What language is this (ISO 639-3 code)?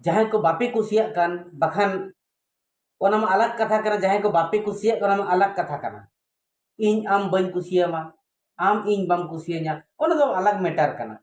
sat